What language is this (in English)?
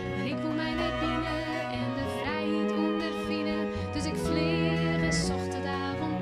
Western Frisian